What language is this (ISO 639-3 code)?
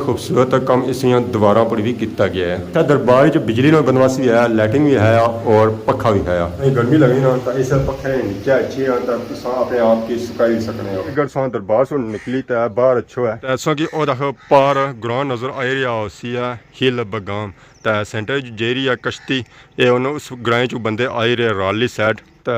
phr